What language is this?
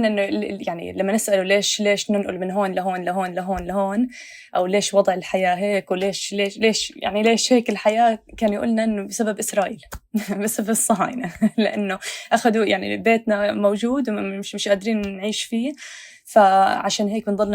North Levantine Arabic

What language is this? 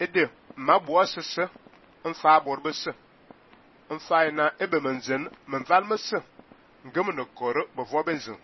Fang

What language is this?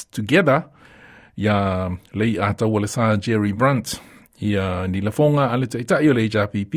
Samoan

